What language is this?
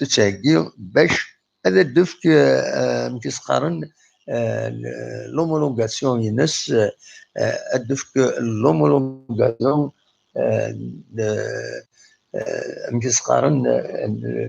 Kabyle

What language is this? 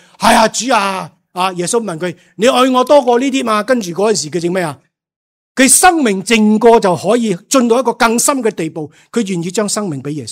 Cantonese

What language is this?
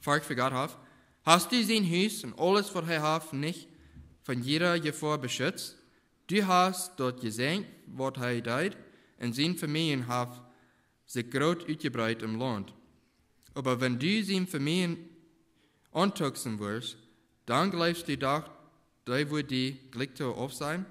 Plautdietsch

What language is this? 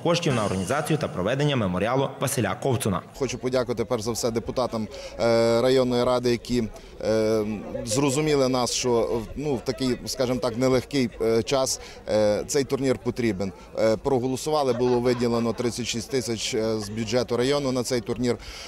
Ukrainian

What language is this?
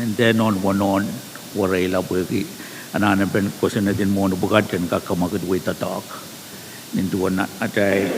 Pohnpeian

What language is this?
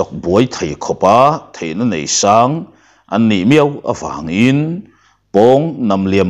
Mizo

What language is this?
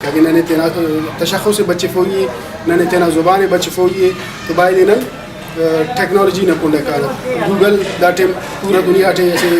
Brahui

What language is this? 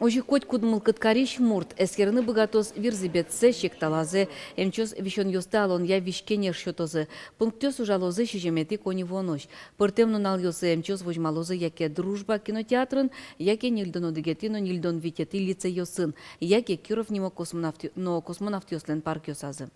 Udmurt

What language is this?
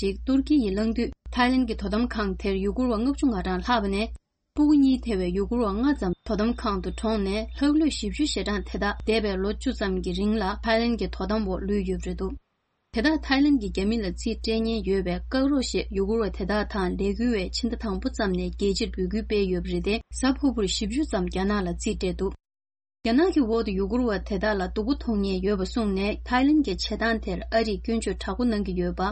Tibetan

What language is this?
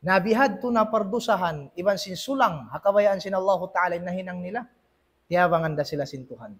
Tausug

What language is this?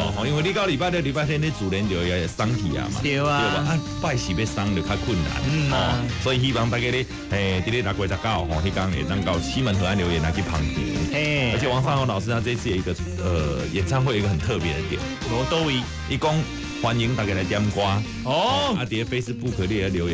Min Nan Chinese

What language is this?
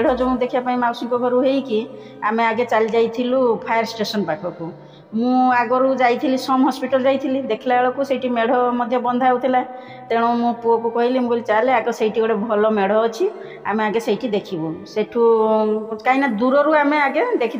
Odia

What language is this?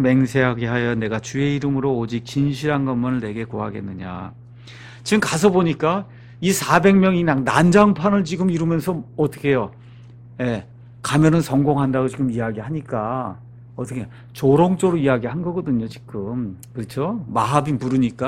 Korean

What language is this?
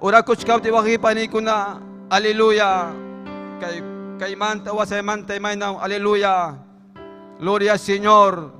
Ayacucho Quechua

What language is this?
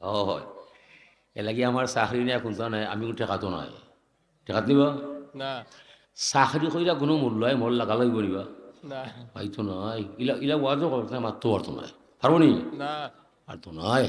Sylheti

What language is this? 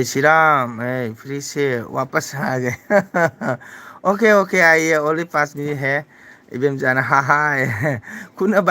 Manipuri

